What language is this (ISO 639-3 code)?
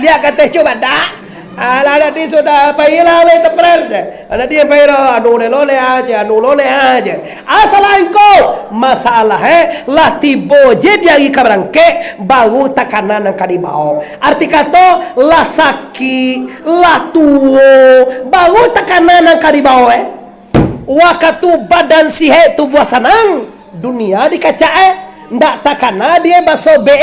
min